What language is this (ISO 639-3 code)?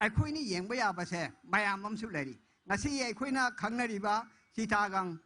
mni